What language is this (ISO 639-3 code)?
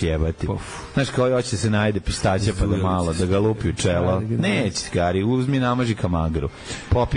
srp